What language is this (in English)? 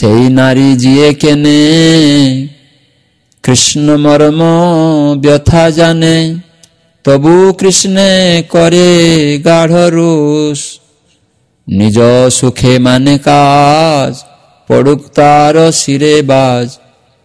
Bangla